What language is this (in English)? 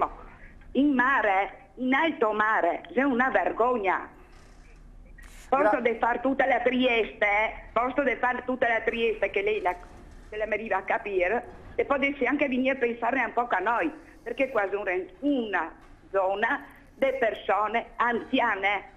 Italian